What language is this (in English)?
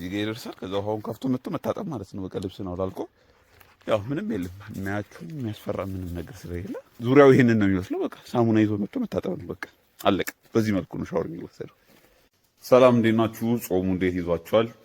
Amharic